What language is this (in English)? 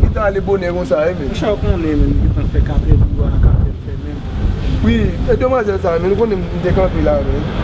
Haitian Creole